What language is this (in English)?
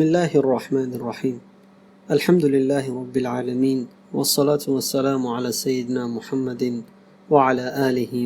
Tajik